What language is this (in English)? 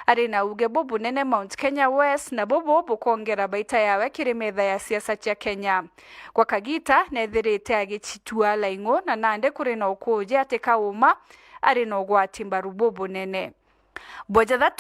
Meru